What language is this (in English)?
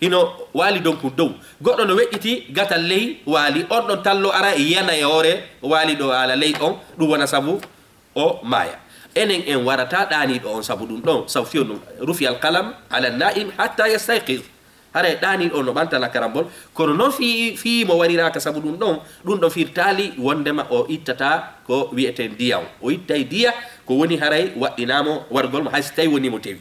Fula